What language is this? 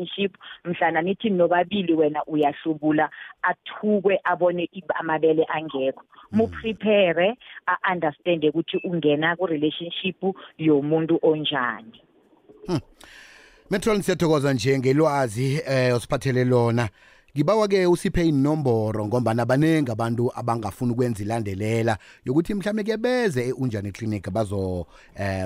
South Ndebele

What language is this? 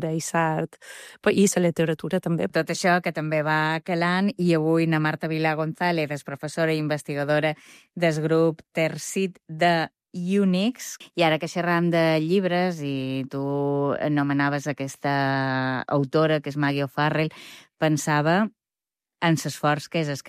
Catalan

